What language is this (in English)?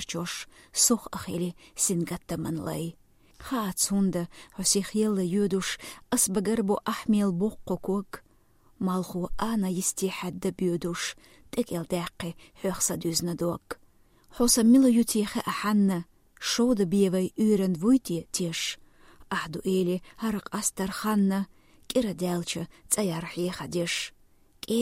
Chechen